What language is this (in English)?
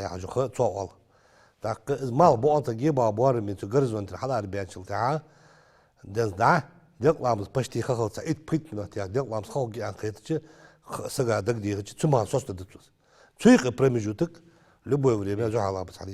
Ingush